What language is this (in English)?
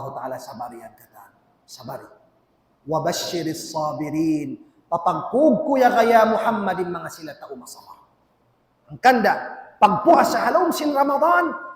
Tausug